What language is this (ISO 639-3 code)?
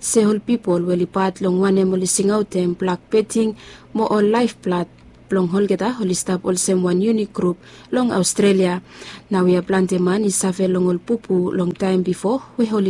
bis